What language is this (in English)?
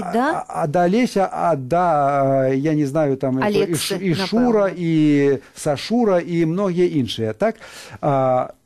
Belarusian